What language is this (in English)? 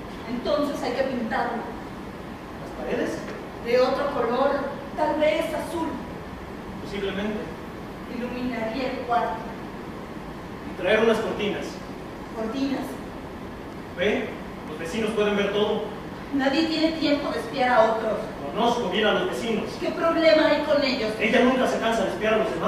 Spanish